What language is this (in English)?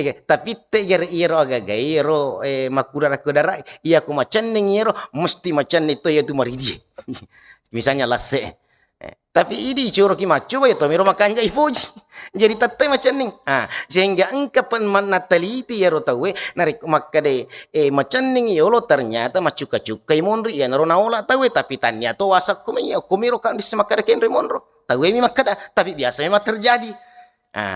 Buginese